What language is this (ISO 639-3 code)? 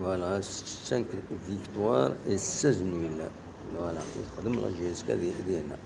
kab